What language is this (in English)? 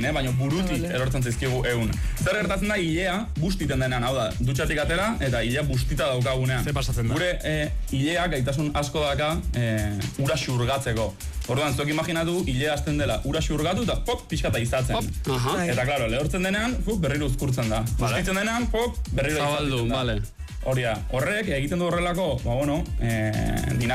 Basque